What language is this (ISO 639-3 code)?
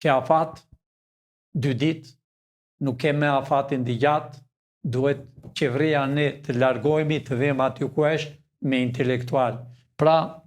sqi